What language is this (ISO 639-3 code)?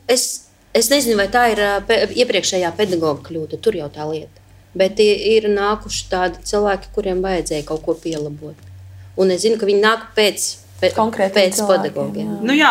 lav